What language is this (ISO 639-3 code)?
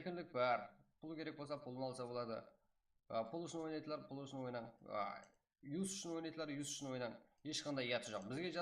kaa